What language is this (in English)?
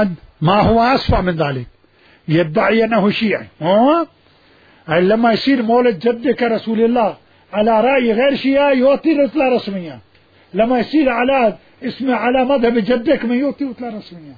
Mesopotamian Arabic